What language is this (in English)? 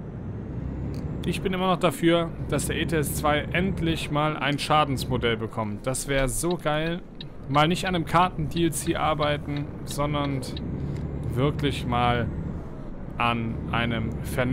German